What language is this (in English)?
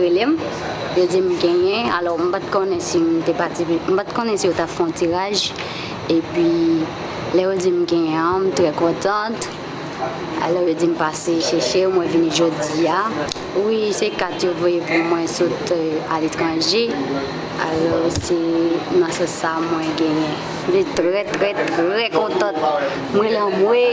Haitian Creole